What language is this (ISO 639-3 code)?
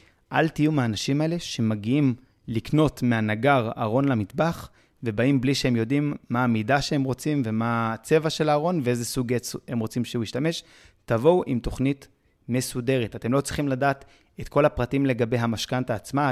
heb